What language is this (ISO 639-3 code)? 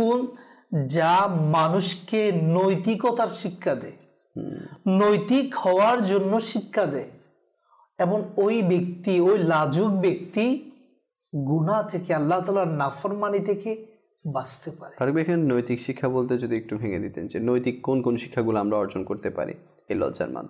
ben